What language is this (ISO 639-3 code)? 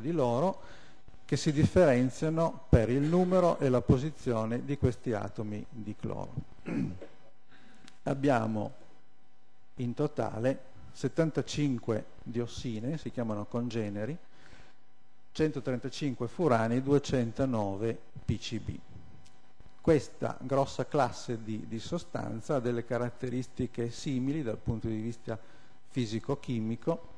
ita